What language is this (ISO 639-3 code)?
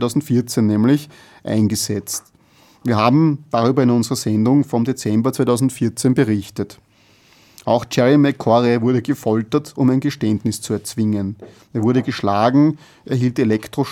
deu